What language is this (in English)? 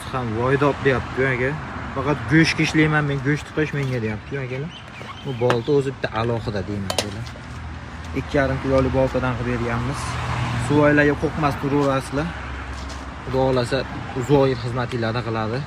Uzbek